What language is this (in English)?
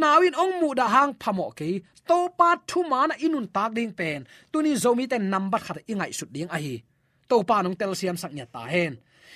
Tedim Chin